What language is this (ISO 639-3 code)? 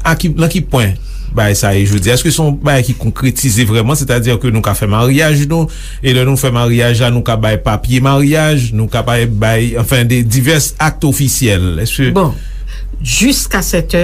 hat